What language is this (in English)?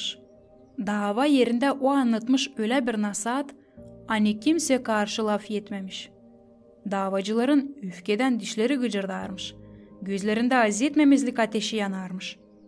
Gagauz